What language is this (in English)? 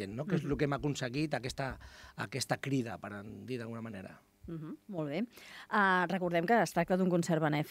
Catalan